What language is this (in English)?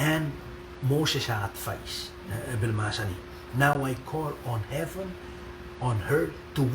Pohnpeian